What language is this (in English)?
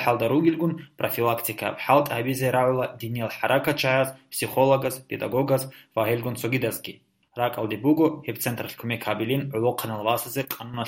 Avaric